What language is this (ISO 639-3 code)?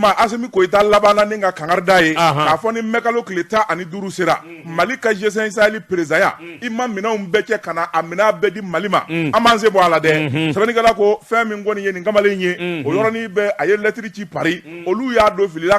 bam